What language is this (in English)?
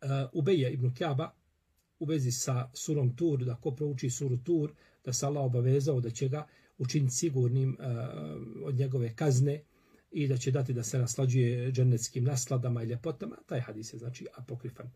Bosnian